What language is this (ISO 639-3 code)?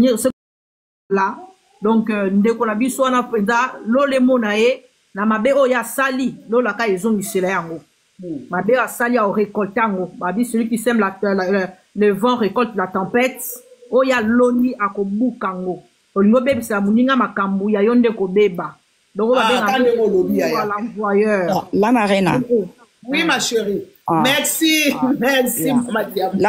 lin